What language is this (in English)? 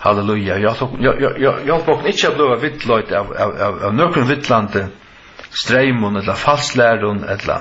Faroese